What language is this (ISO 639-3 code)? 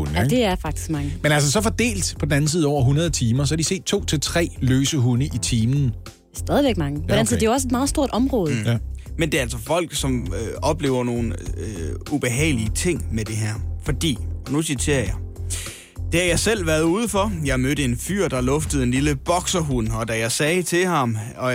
dan